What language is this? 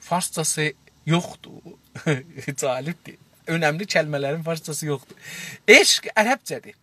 South Azerbaijani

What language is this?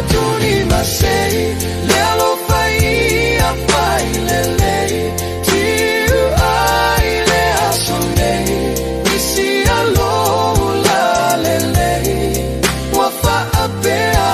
Samoan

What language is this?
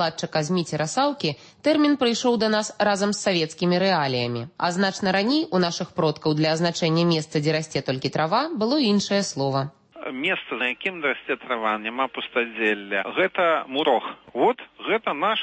Belarusian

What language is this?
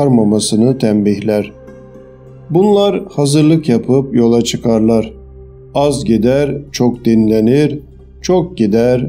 Turkish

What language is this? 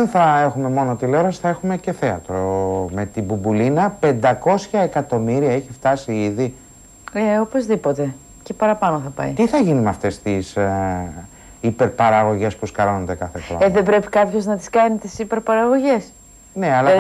Greek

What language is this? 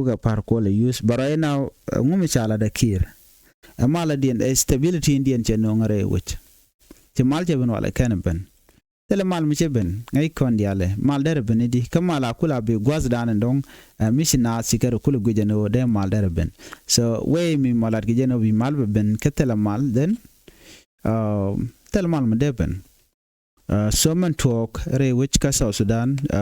Nuer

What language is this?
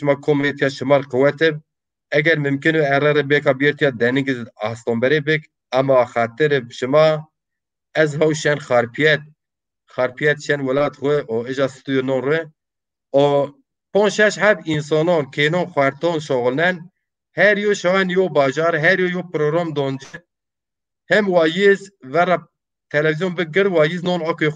Zaza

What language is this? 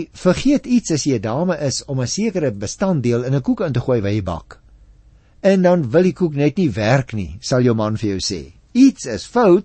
Afrikaans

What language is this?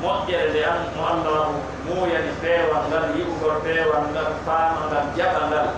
Fula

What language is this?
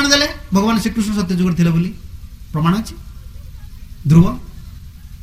Odia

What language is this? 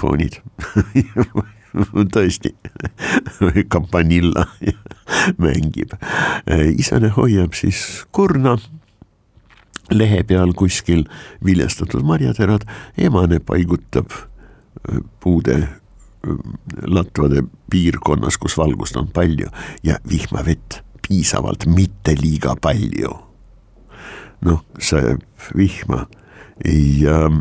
Estonian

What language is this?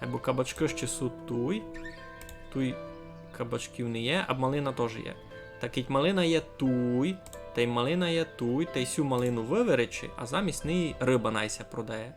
Rusyn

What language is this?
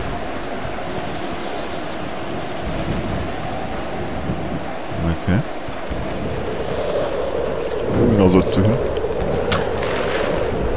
German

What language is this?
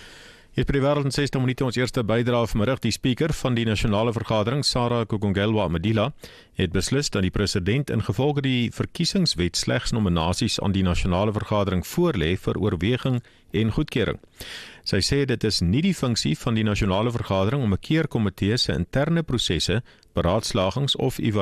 Afrikaans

